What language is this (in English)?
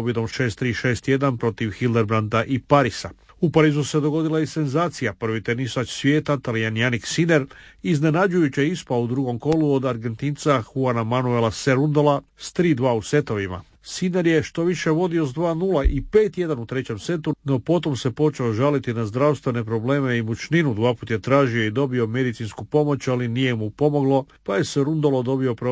Croatian